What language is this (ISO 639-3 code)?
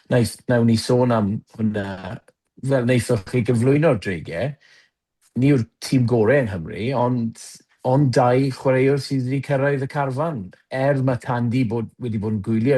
cym